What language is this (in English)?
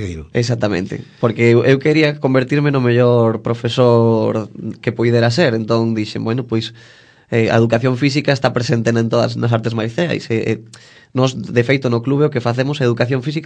Galician